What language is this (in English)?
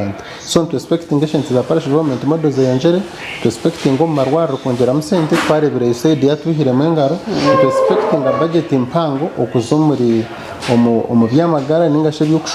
Nyankole